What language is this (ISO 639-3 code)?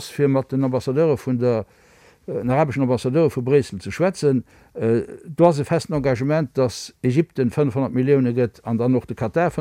ltz